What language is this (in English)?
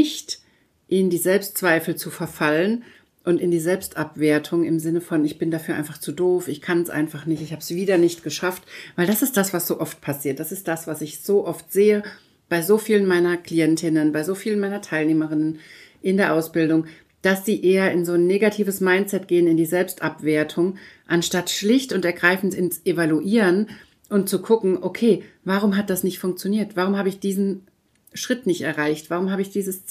German